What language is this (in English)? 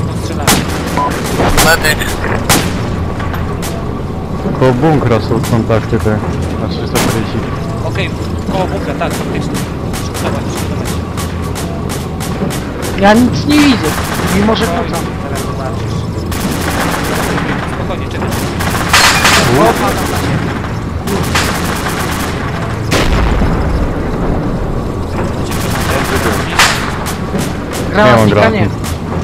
Polish